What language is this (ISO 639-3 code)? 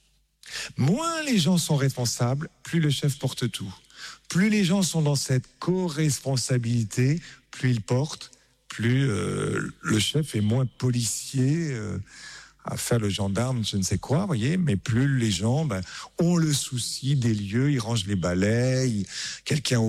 fra